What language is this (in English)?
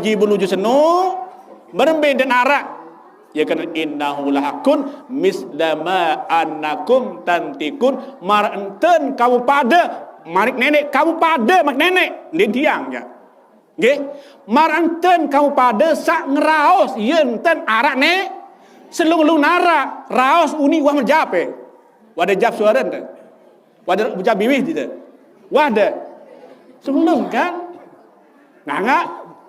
Sasak